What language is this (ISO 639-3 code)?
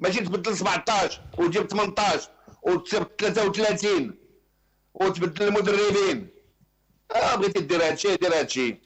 ary